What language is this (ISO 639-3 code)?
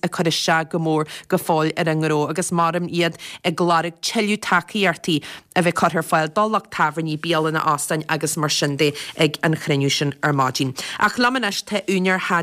gle